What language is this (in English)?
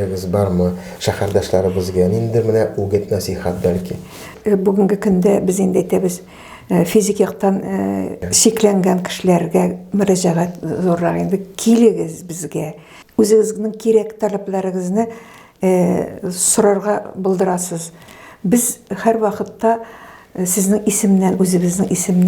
Tatar